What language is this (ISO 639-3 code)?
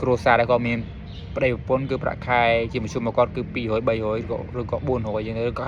khm